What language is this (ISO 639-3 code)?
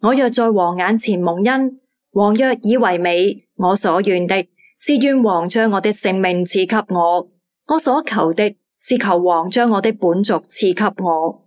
yue